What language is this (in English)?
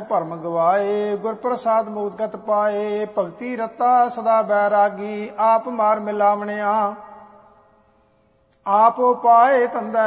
Punjabi